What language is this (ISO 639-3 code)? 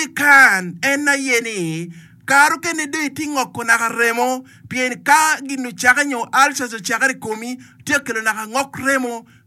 ach